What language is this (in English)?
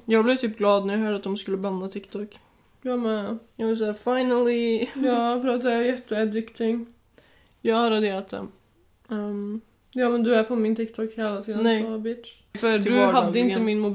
Swedish